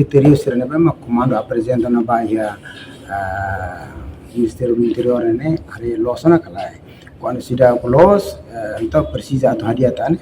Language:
Tetum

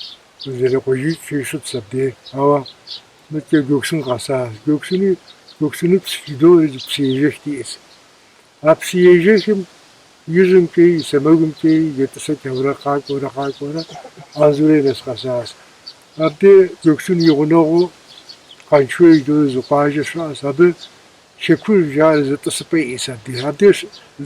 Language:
Kabardian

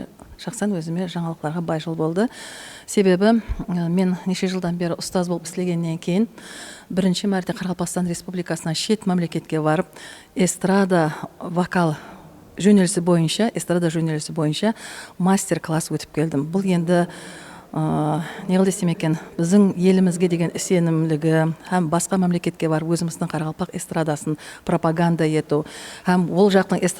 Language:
Kara-Kalpak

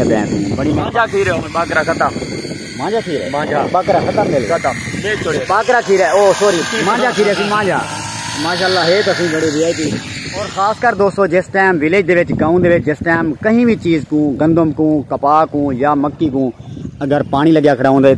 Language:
Saraiki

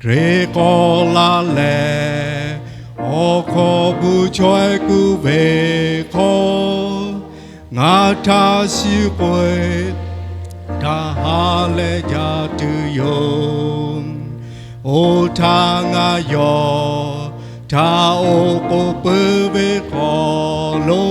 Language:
Lahu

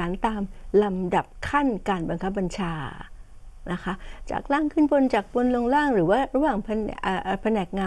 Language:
Thai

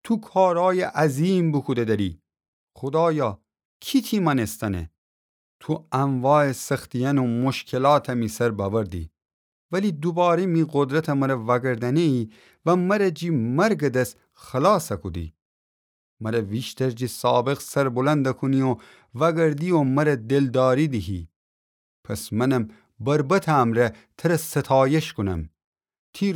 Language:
Gilaki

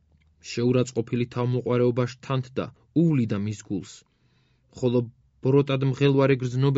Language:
Georgian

